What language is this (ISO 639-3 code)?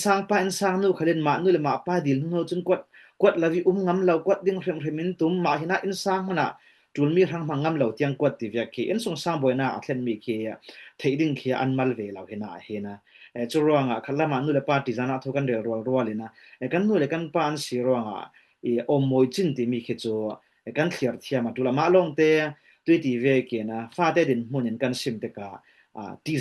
cfm